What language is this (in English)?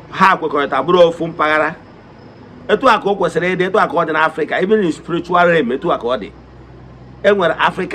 Igbo